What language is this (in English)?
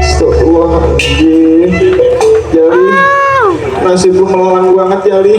Betawi